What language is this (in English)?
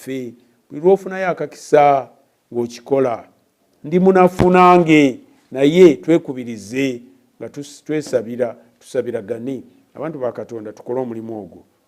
Ganda